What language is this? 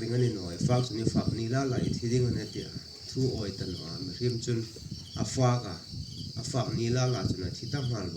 Hmar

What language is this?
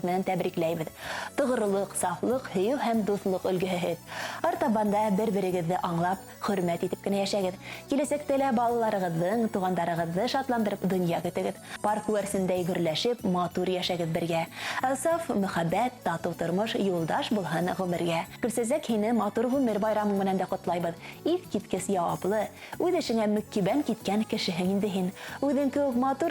Bashkir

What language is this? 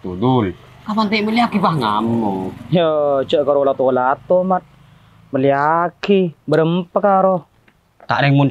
Madurese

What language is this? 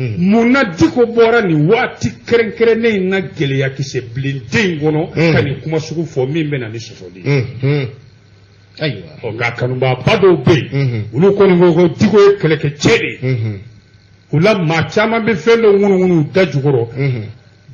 Bambara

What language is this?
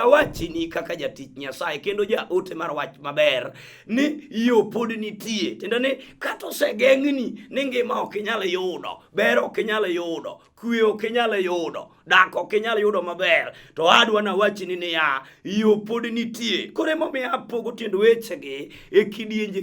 Luo (Kenya and Tanzania)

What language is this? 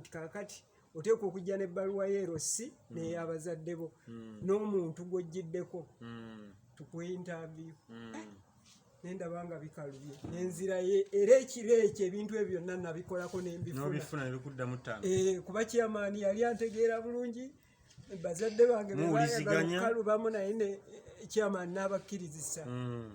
Ganda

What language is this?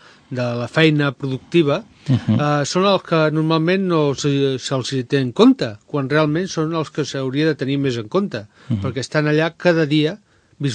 Catalan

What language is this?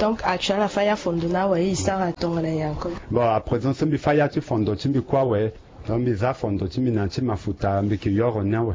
Sango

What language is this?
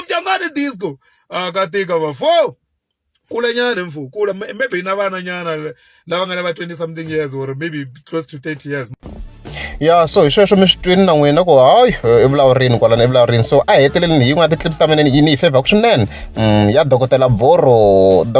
Tsonga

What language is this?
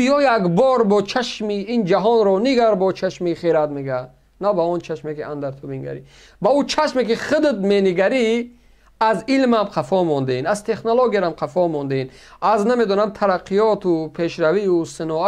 Tajik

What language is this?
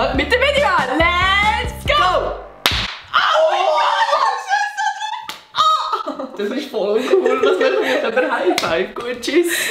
Swiss German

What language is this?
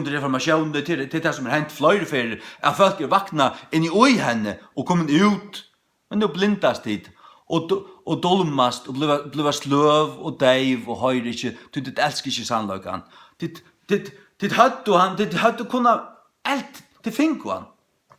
Faroese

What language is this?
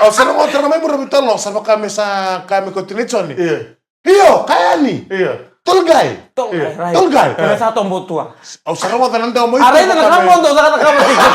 Fijian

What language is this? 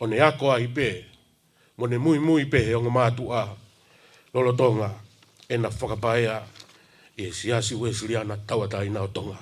Tongan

